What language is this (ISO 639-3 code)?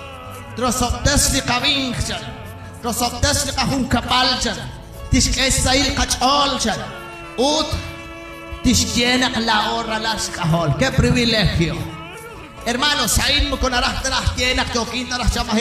kek